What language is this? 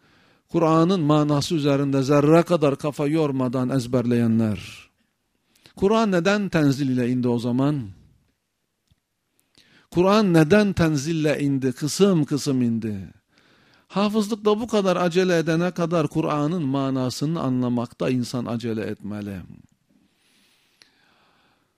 Turkish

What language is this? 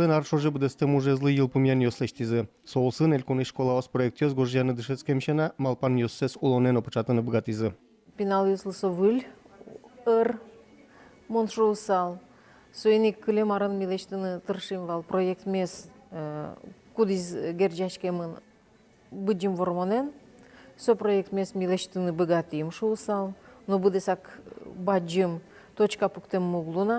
Udmurt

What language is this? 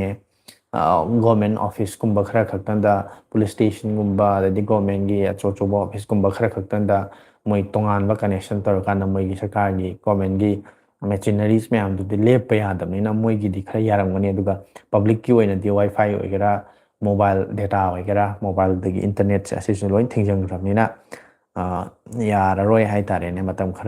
Manipuri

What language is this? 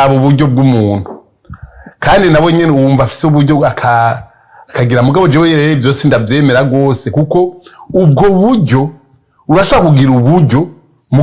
Rundi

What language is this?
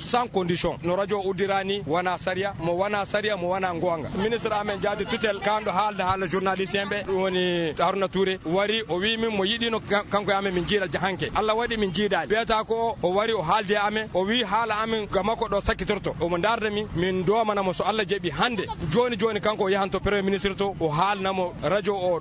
Maasina Fulfulde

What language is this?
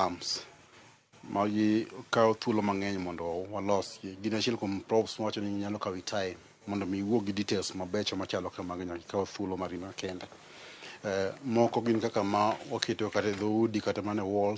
Luo (Kenya and Tanzania)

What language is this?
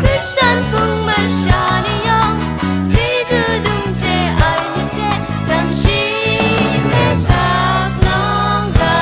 Kachin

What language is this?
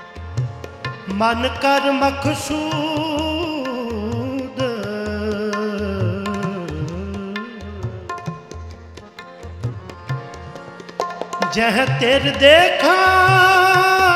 Punjabi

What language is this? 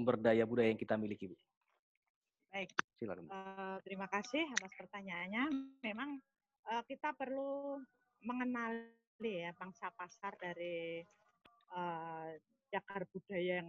Indonesian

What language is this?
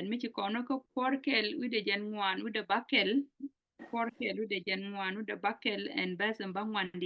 Nuer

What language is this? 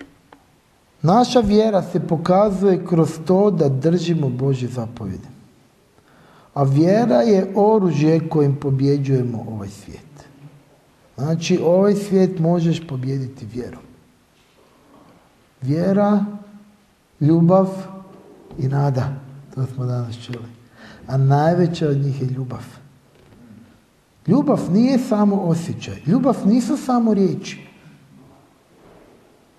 Croatian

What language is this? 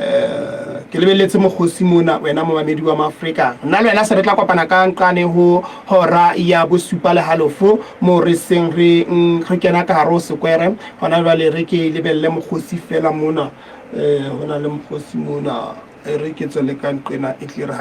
Southern Sotho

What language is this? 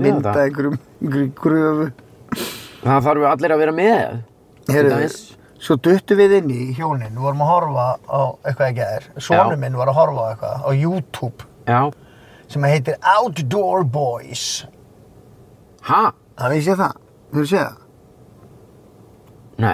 Icelandic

